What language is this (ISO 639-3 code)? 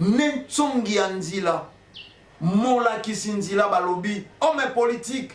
lin